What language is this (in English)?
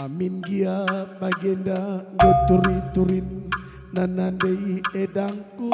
Batak Karo